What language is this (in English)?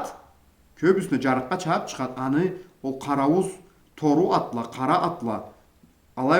Karachay-Balkar